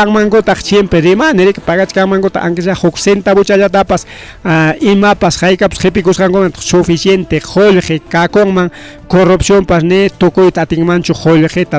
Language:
Ayacucho Quechua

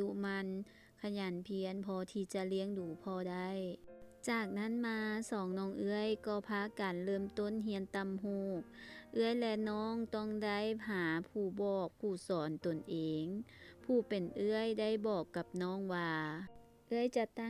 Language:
Lao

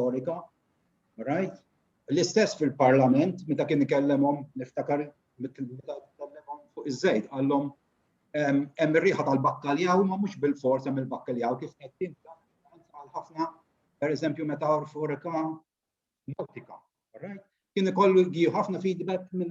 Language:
Maltese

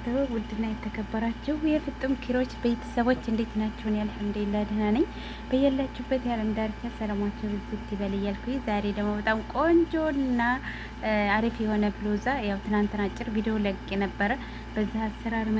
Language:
Amharic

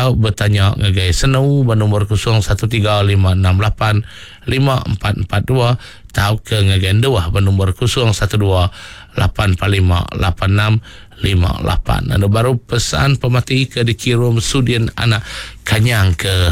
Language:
Iban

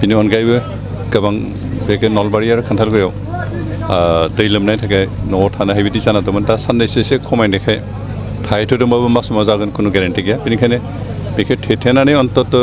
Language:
Bodo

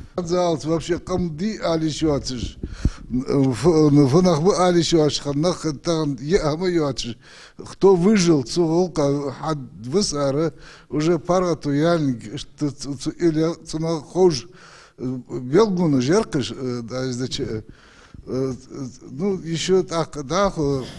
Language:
Ingush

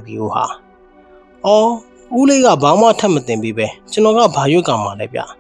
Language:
Burmese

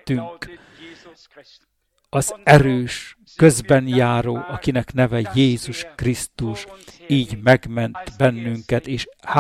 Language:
Hungarian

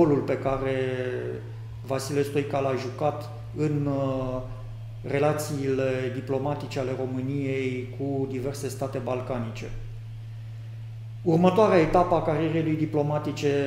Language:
Romanian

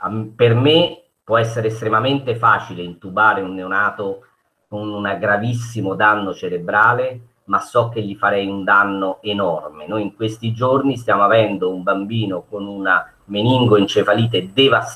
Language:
Italian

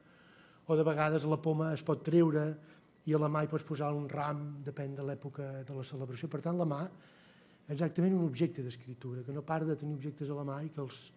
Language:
Catalan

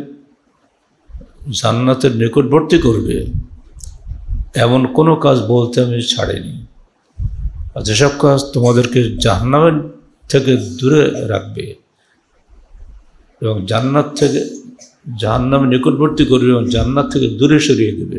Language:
Bangla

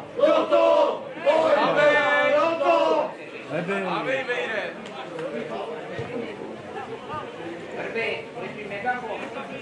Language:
Czech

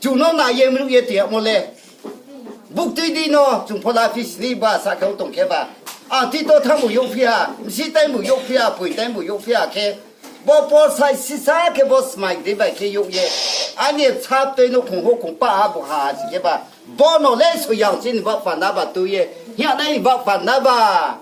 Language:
Riang (India)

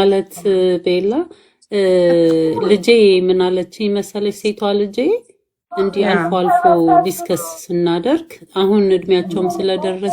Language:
Amharic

